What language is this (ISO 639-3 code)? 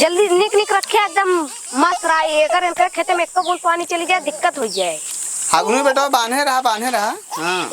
awa